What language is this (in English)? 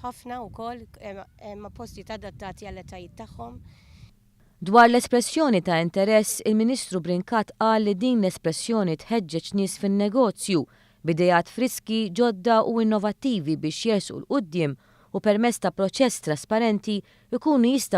Maltese